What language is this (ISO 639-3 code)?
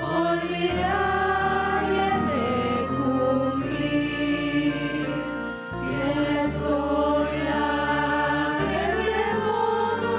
tzo